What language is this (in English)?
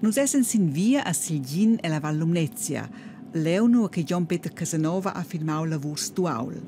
Romansh